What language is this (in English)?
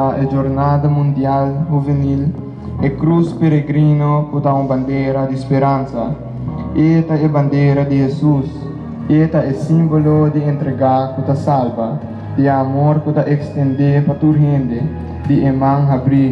Papiamento